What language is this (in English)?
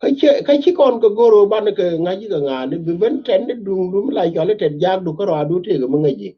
Nuer